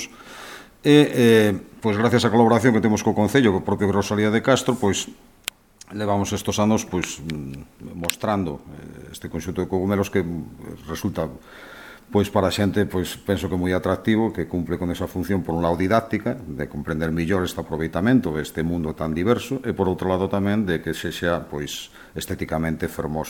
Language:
Galician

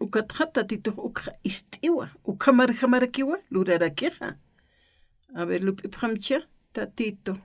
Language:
Aymara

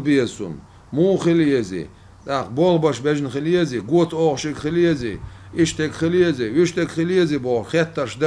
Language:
Chechen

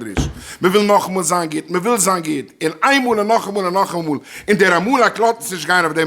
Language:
Yiddish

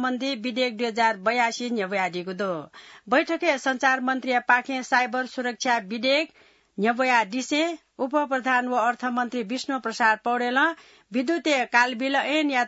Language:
Newari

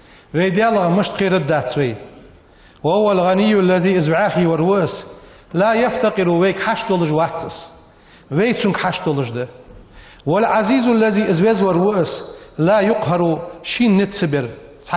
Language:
Ingush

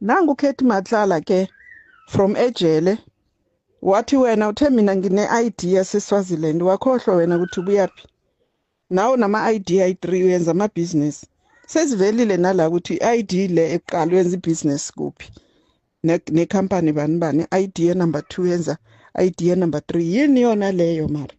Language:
Zulu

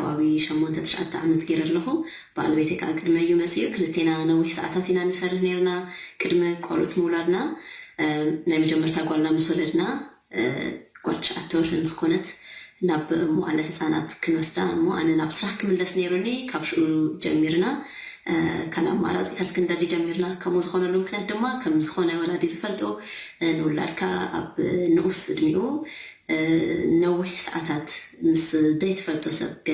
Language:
Tigrinya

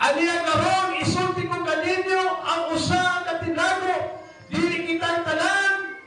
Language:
Cebuano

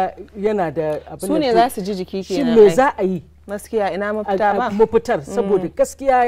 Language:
Hausa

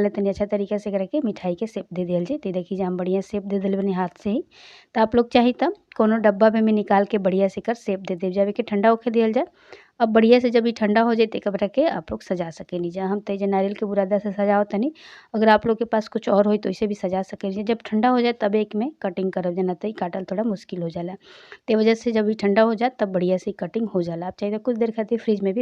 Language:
Bhojpuri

